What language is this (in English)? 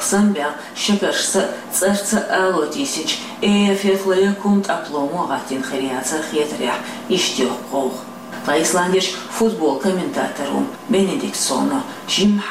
Chechen